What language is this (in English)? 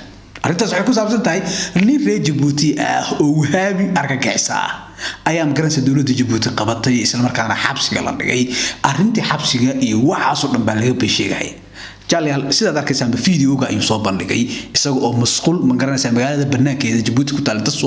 Somali